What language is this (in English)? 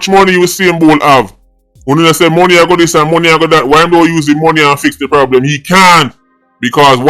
Jamaican Creole English